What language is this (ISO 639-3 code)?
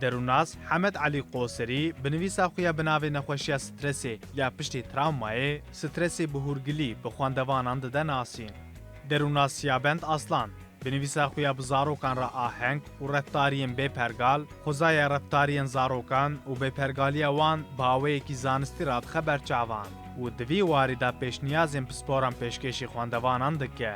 kur